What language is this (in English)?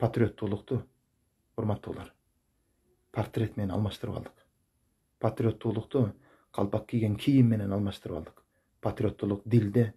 Kyrgyz